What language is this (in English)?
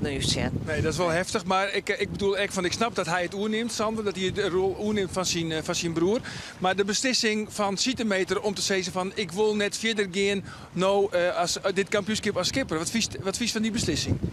Western Frisian